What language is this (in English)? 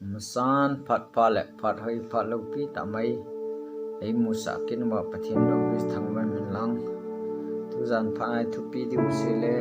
Thado Chin